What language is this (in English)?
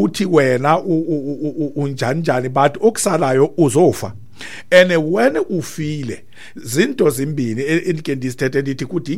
Xhosa